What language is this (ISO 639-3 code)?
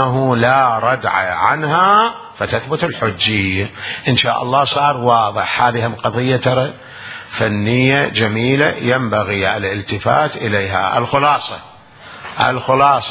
acm